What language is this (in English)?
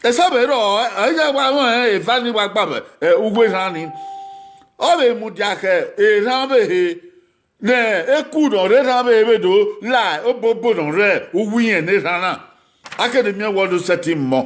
Bini